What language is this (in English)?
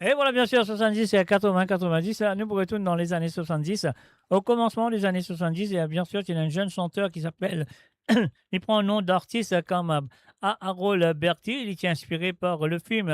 Morisyen